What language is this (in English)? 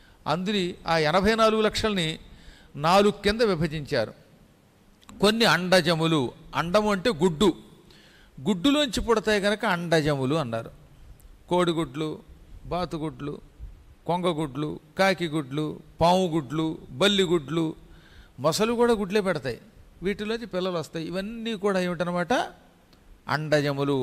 Telugu